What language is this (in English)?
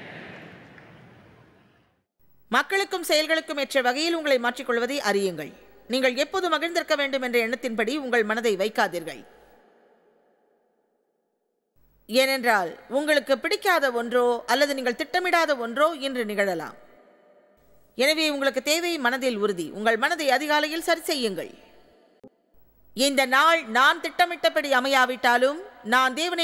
Tamil